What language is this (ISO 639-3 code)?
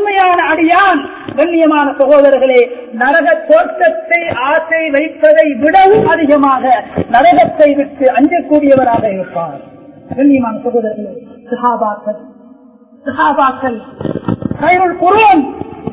tam